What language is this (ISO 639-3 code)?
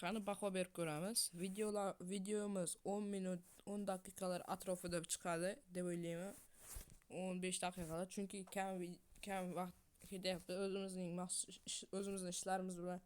uzb